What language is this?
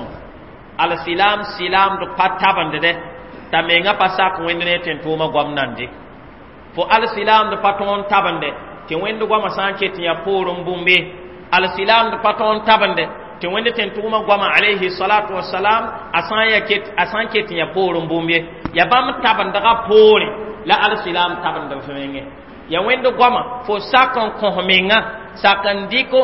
Mossi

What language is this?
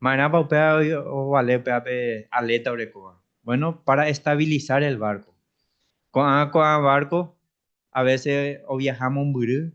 Guarani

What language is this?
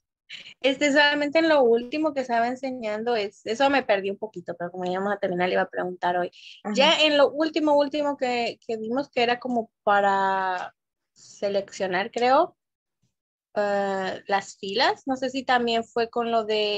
Spanish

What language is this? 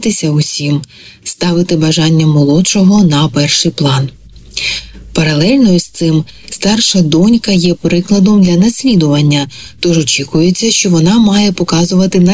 Ukrainian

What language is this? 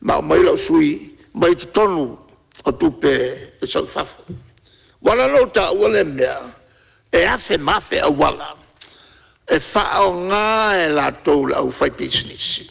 Samoan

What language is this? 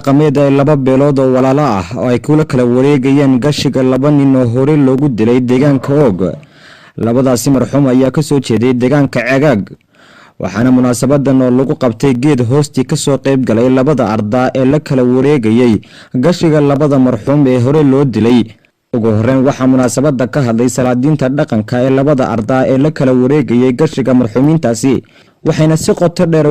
Somali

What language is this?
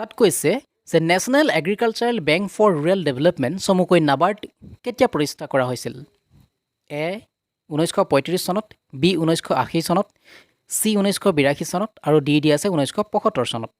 Assamese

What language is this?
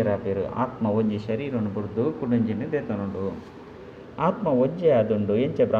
Tulu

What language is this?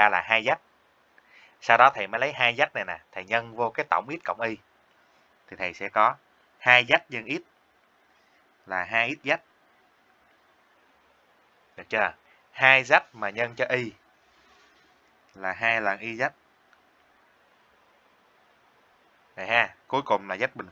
Vietnamese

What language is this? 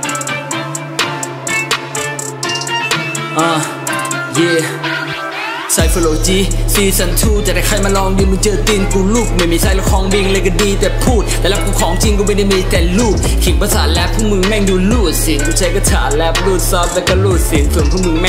Thai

